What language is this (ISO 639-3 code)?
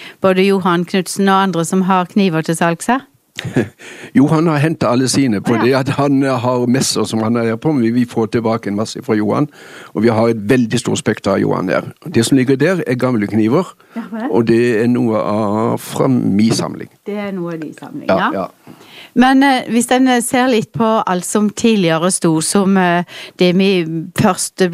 nor